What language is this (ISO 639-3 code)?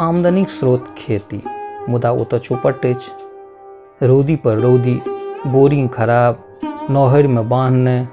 mai